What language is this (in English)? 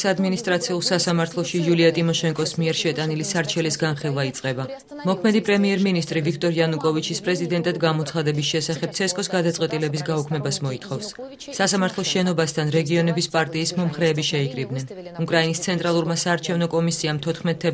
Georgian